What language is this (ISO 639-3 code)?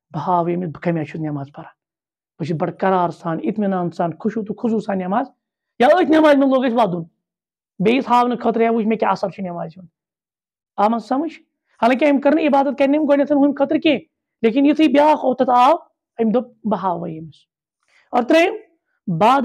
kas